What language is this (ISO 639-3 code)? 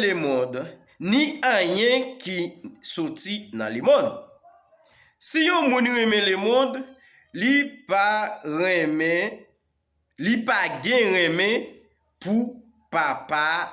hat